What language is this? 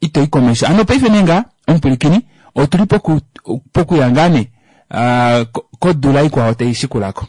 Kuanyama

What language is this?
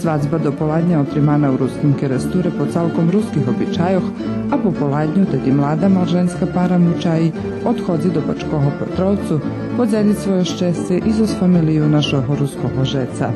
Rusyn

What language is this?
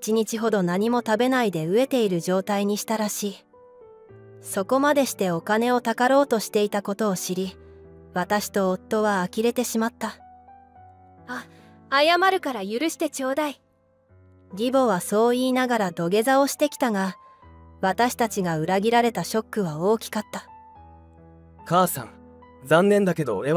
Japanese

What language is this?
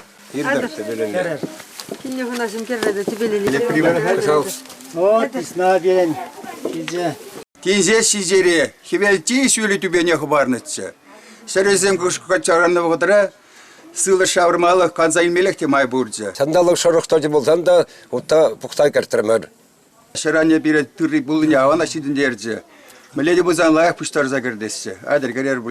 Chuvash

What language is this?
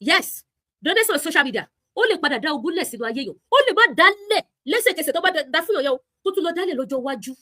Yoruba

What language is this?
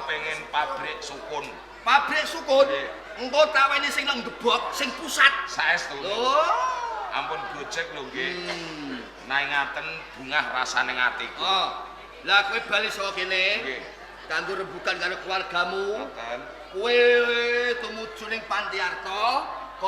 Javanese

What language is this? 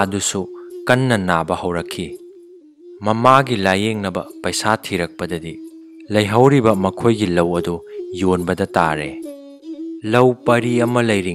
Manipuri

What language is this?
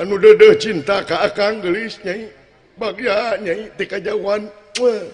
Sundanese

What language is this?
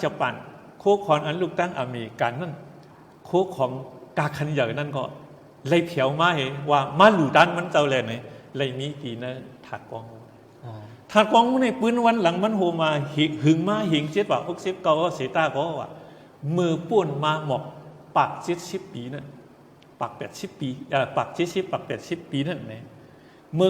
Shan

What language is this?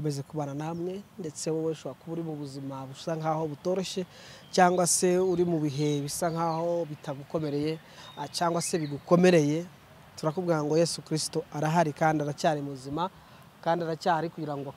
Kinyarwanda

